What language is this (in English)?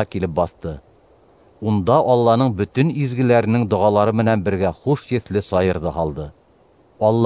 Bashkir